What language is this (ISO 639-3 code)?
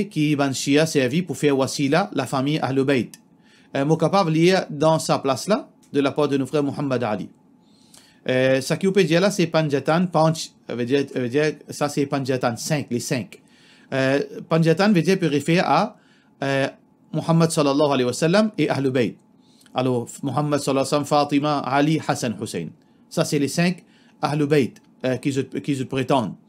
mfe